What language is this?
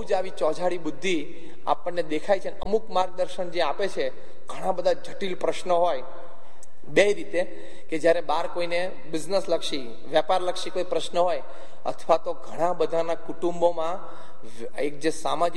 Gujarati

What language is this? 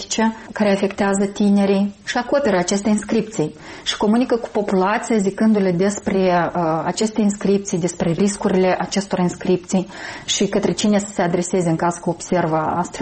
Romanian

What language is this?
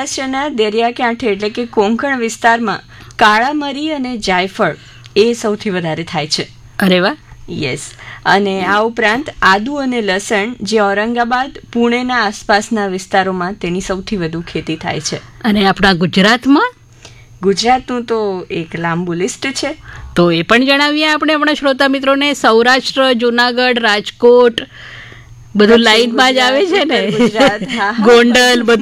Gujarati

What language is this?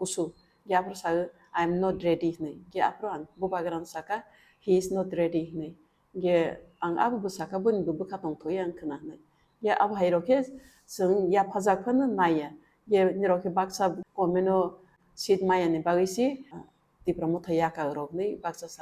Kok Borok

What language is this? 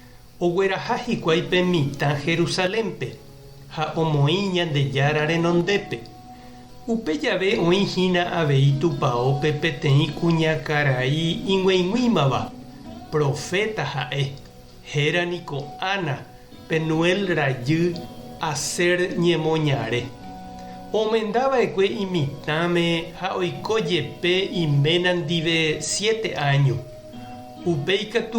Guarani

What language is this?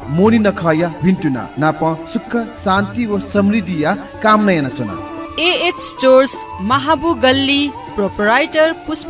Newari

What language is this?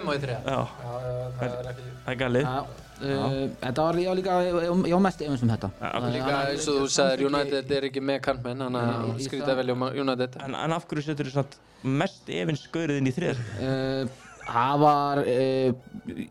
Icelandic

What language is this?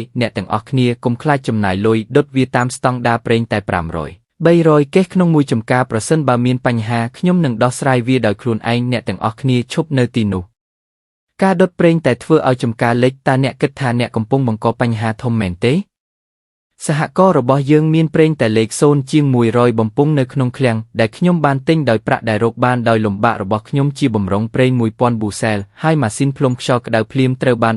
Khmer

